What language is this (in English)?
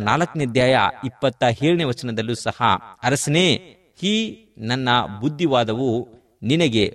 Kannada